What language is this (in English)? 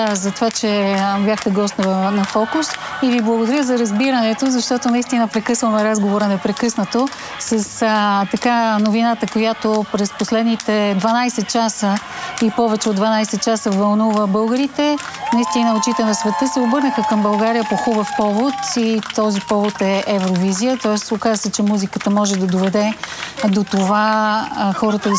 Bulgarian